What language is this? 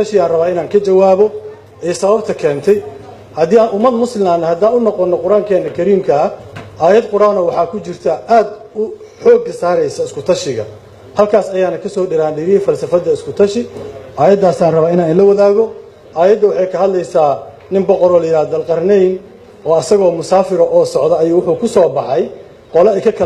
Somali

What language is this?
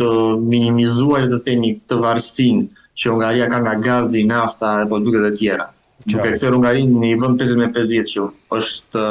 Albanian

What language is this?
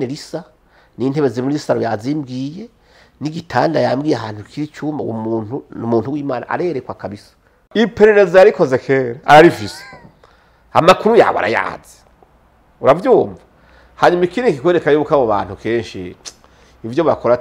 Rundi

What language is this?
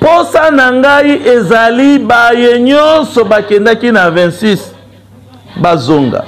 Lingala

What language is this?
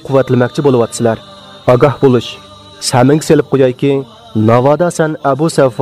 Uyghur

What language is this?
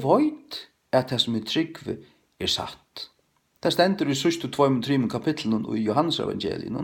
Faroese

